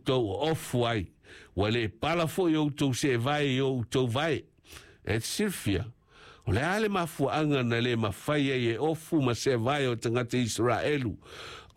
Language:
Samoan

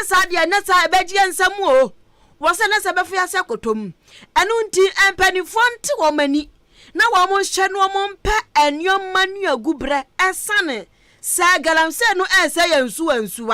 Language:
Akan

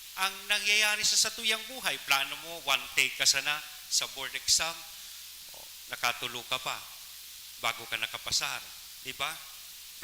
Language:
Bikol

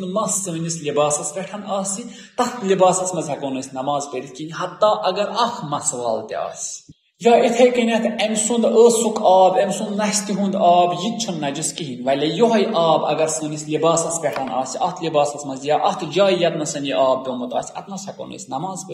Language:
Kashmiri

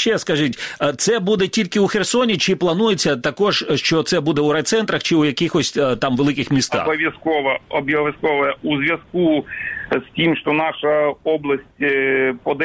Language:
Ukrainian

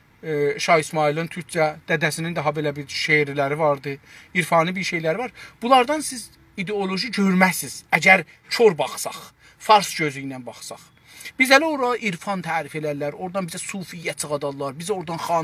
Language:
South Azerbaijani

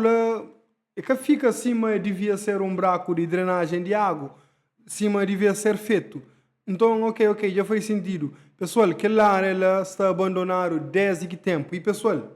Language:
Kabuverdianu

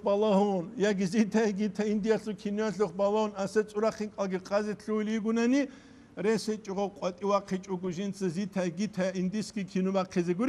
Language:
Avaric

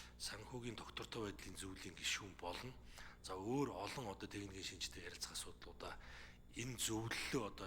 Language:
Mongolian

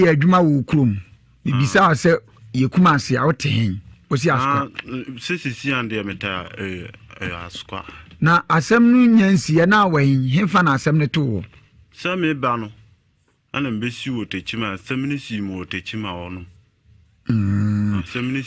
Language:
Akan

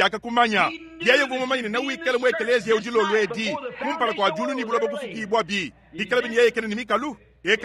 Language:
Luba-Lulua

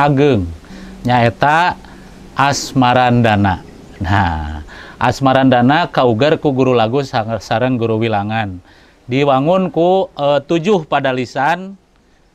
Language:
Sundanese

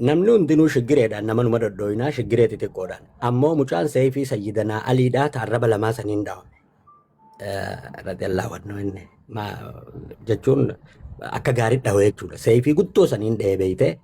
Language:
Oromo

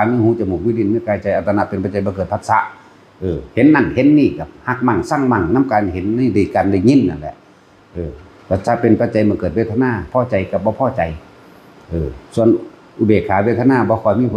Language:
Northeastern Thai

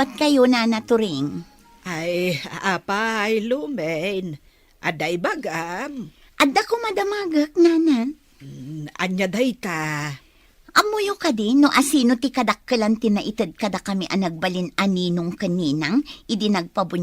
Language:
Iloko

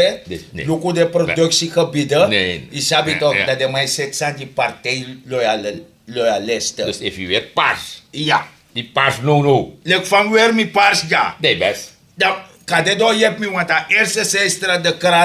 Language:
Sranan Tongo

